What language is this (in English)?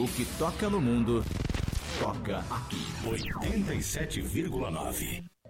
Portuguese